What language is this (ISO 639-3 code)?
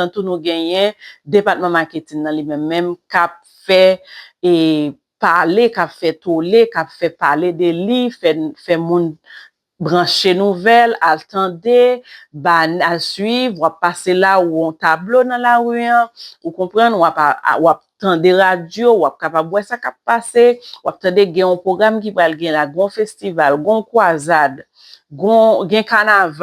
hat